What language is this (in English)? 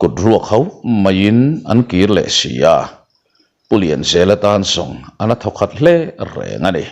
Mizo